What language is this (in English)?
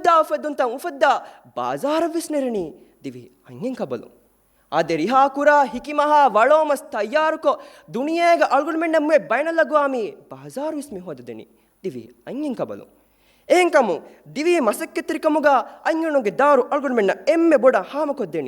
Divehi